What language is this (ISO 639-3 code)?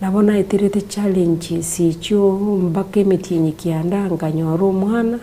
guz